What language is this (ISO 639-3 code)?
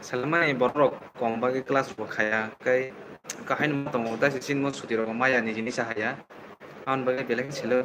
trp